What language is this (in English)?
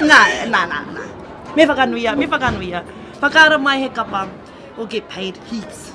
Māori